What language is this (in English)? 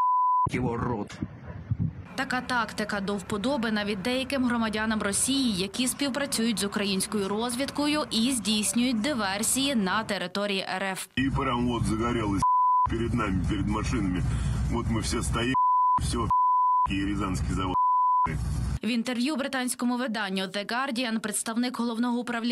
Ukrainian